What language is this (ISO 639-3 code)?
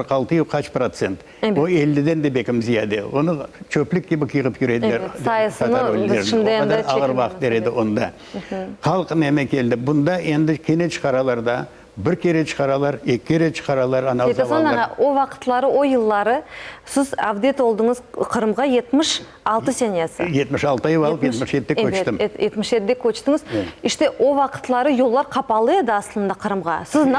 crh